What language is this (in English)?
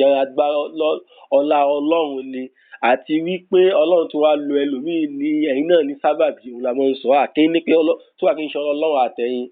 Yoruba